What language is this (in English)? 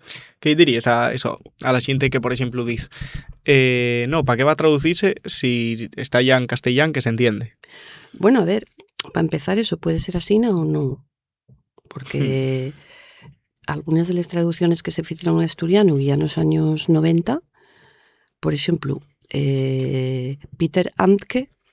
Asturian